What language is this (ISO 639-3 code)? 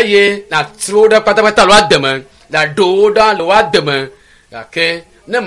ewe